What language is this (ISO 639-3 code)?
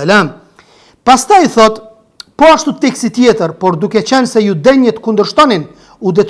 sqi